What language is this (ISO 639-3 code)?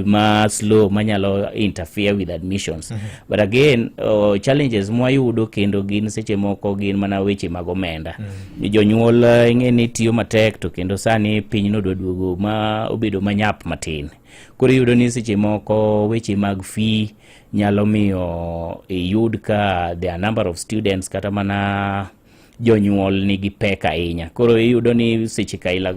luo